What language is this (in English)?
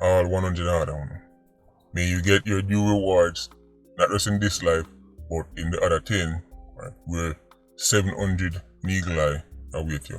Jamaican Creole English